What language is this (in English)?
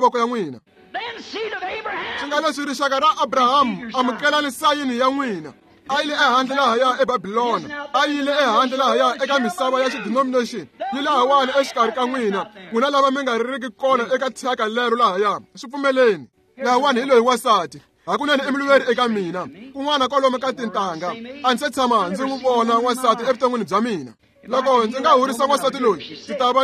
Tsonga